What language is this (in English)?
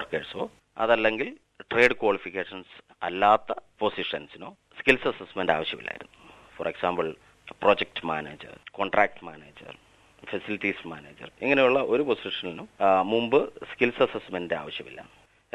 Malayalam